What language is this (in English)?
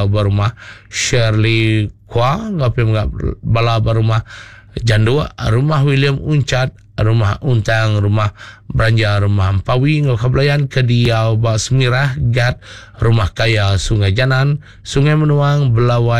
Iban